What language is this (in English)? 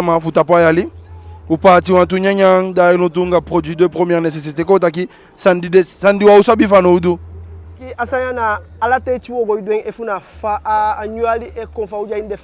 Eastern Maroon Creole